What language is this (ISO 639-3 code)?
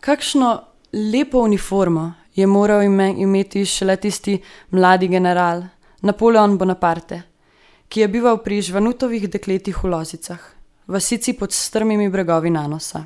slv